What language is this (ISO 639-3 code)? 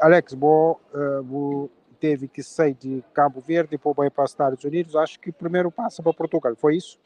kea